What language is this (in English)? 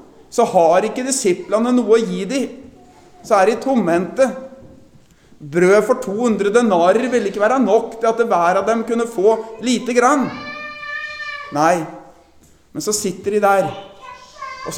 Norwegian